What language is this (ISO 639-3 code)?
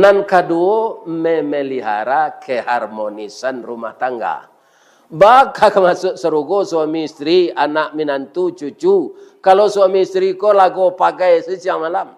min